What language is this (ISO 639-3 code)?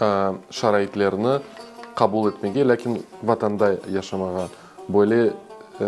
crh